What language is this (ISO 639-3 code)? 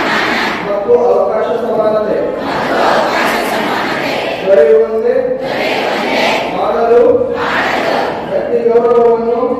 kan